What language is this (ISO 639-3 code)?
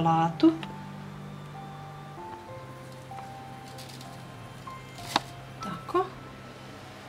hrv